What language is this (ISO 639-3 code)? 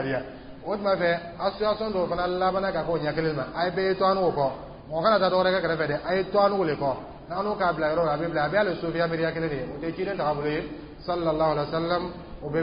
dyu